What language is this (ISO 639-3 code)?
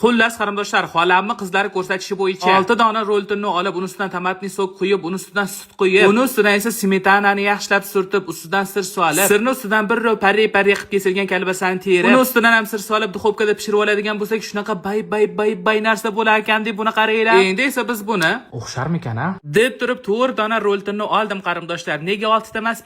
uzb